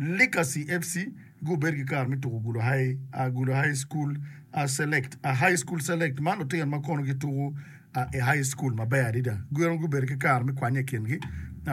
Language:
Acoli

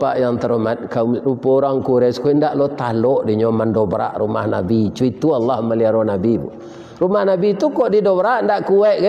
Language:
Minangkabau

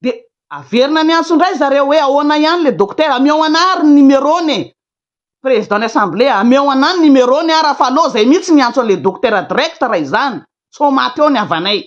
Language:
Malagasy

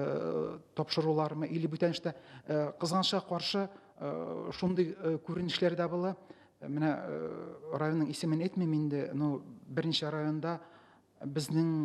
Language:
Tatar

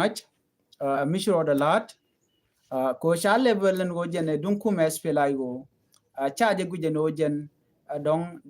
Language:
Nuer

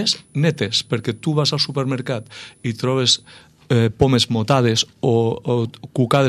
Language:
Catalan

